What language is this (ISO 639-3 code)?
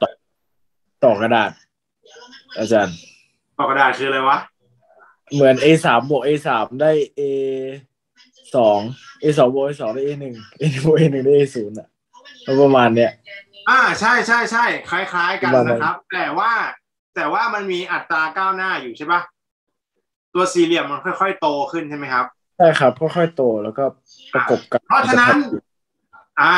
tha